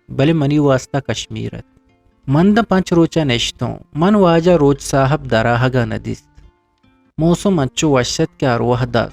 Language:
Eastern Balochi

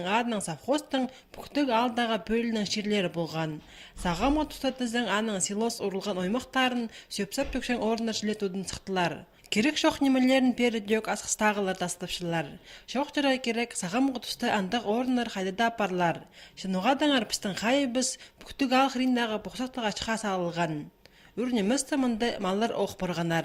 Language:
Khakas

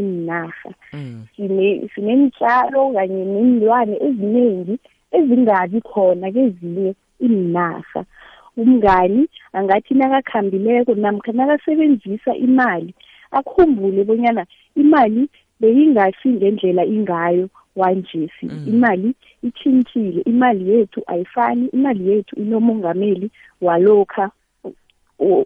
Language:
South Ndebele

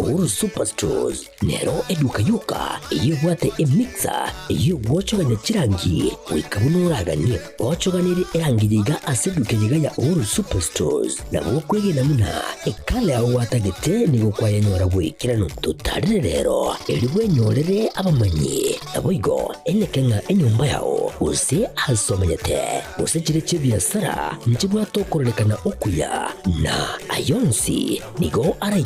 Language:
Gusii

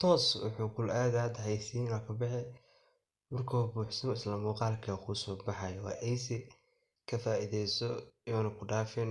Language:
Somali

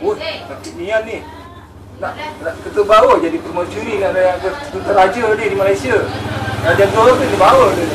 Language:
Minangkabau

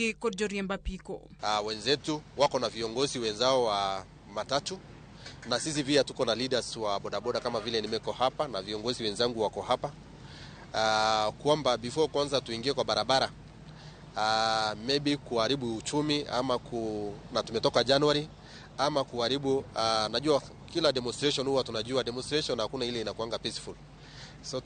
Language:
Luo (Kenya and Tanzania)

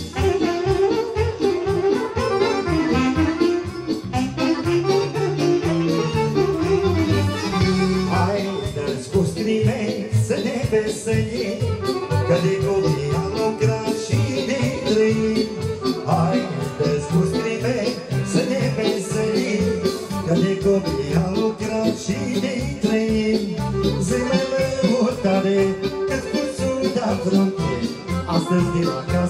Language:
Romanian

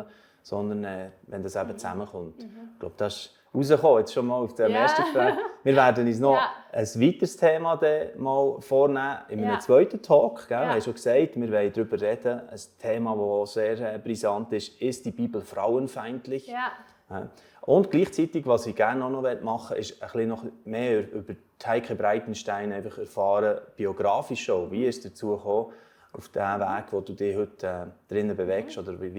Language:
Swiss German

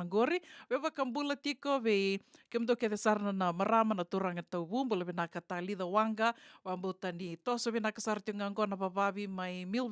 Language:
Fijian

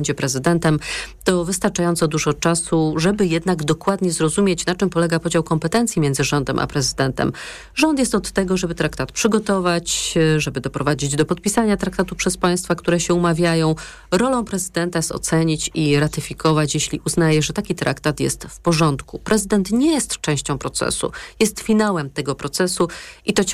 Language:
Polish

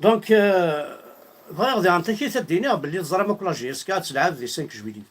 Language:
Kabyle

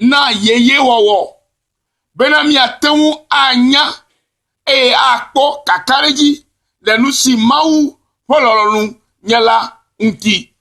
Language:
Ewe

